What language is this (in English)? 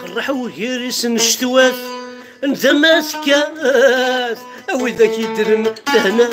Kabyle